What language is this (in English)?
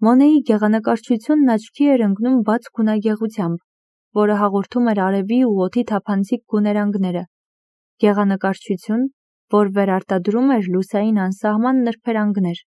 Armenian